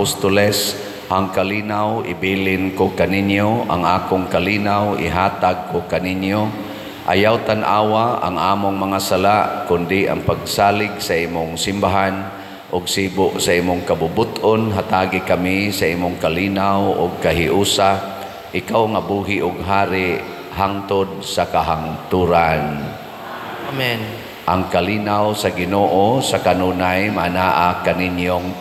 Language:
Cebuano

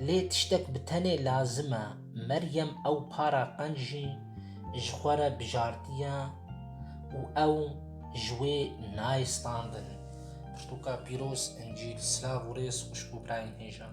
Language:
Kurdish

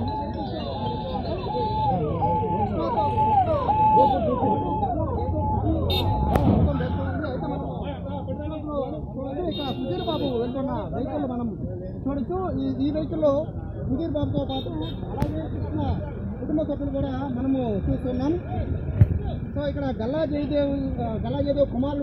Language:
Telugu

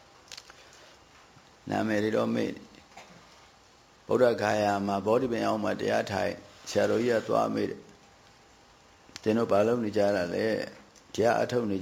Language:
Burmese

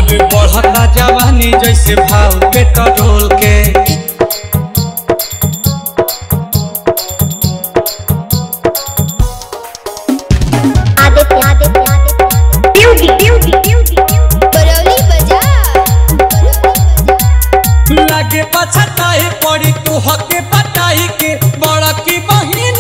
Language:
Bhojpuri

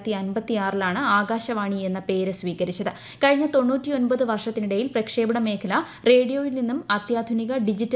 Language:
Malayalam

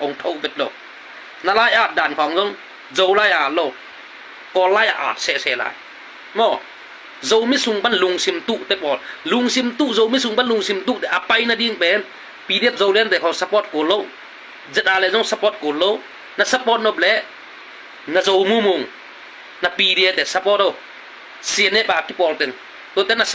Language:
Tedim Chin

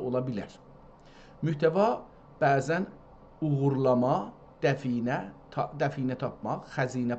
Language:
South Azerbaijani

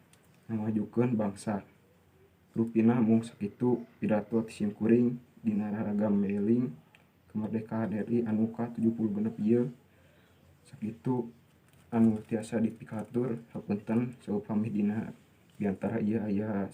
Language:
Sundanese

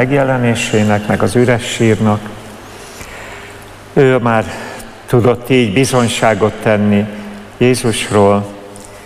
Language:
Hungarian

